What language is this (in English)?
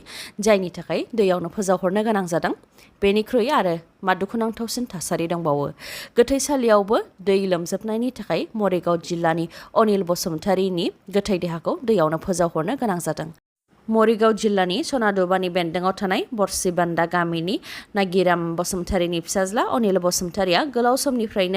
Bodo